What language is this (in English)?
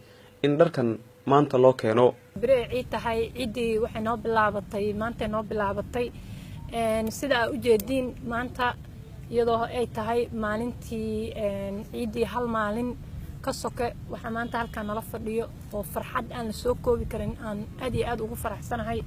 Somali